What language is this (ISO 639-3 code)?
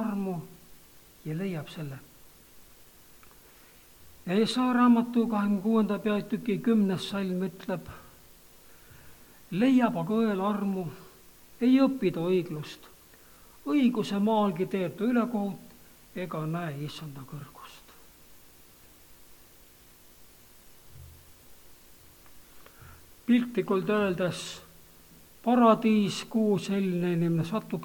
est